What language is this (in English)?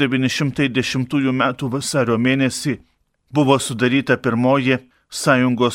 Lithuanian